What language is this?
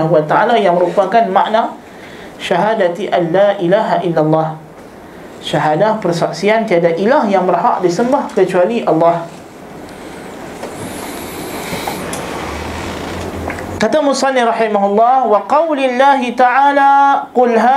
Malay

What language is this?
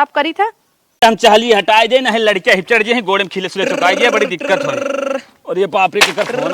Awadhi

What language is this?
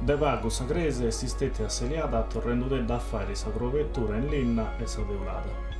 Sardinian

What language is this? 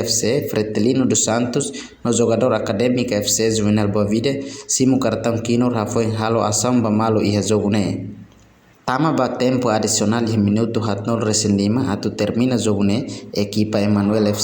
Tetum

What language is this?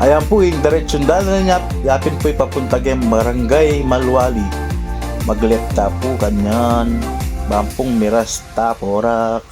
Pampanga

